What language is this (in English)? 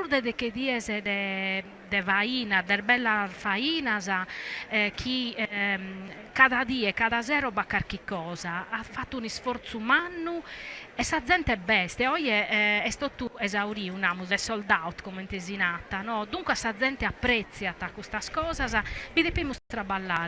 Sardinian